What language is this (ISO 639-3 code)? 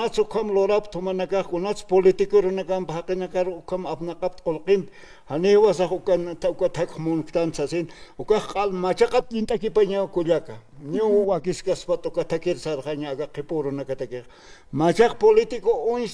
aym